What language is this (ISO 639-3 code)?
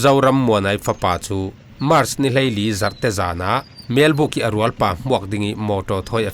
cfm